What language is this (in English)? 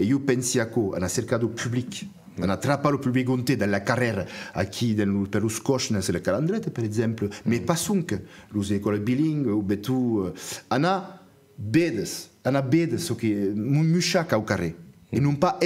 Occitan